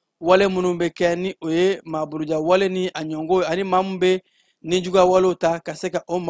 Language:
Bambara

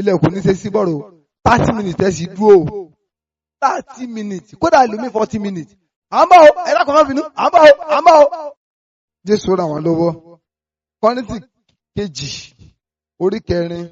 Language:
Yoruba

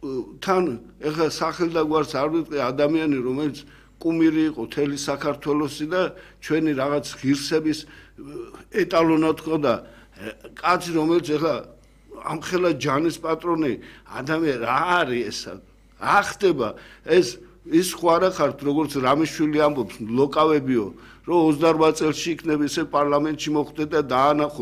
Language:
Georgian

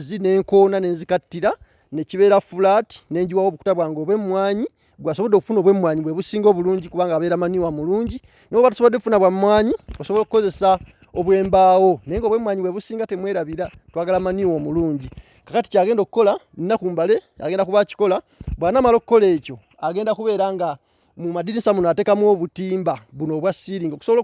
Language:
Ganda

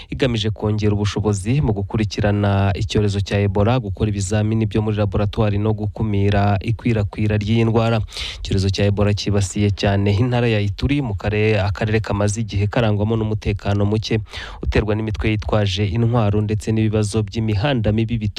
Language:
Kinyarwanda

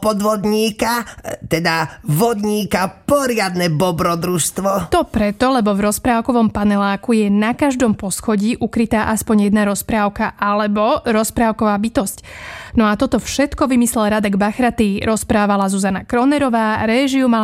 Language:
Slovak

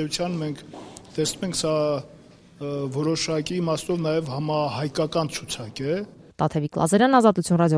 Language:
Armenian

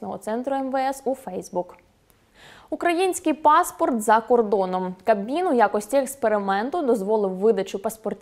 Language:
Ukrainian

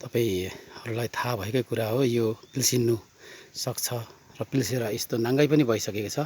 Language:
Nepali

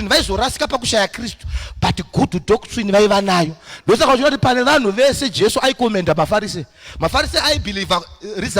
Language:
Shona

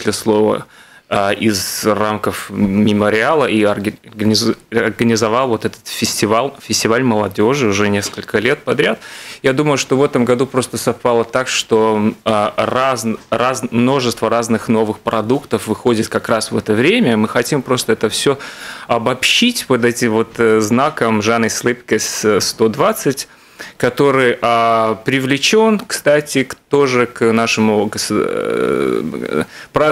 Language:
Russian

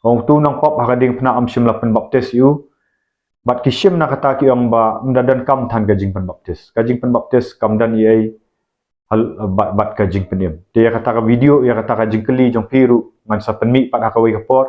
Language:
Khasi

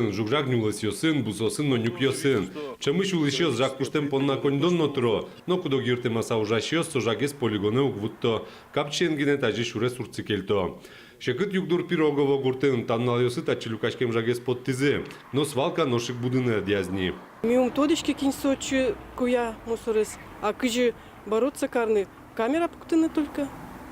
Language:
Udmurt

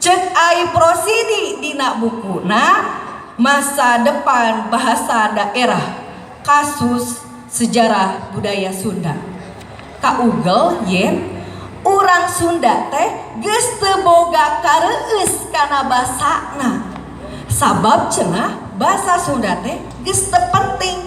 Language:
Sundanese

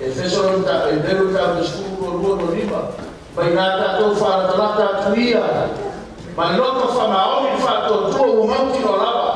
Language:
Samoan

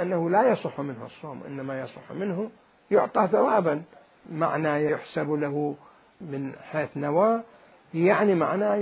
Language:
Mesopotamian Arabic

